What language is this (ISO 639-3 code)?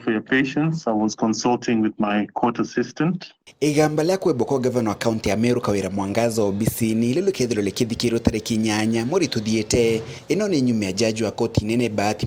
mer